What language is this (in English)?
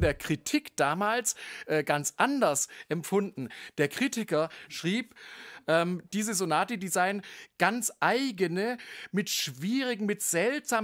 German